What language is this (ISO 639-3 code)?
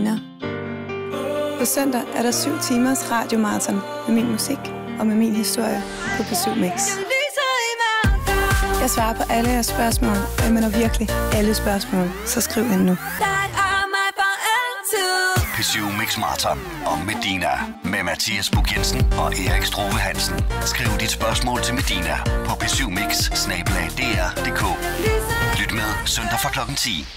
dan